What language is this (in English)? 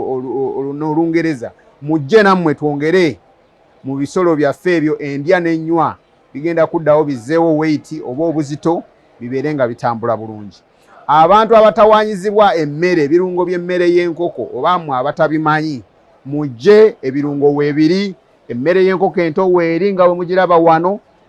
Ganda